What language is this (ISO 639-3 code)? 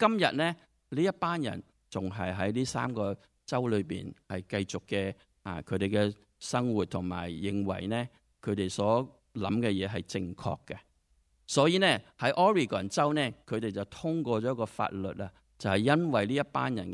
yue